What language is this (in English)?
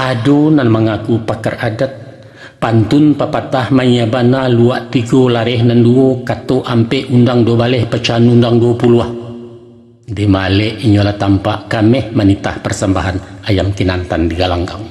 Minangkabau